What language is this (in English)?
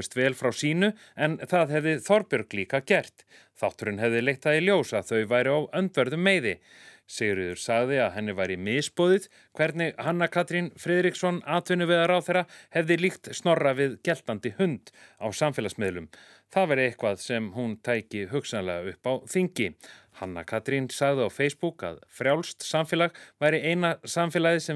Icelandic